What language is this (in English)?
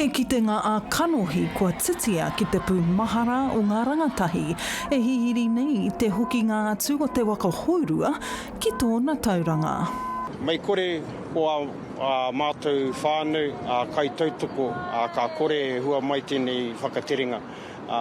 Māori